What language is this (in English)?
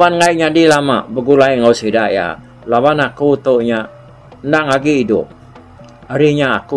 Iban